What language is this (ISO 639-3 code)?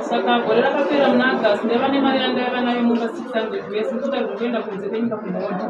sna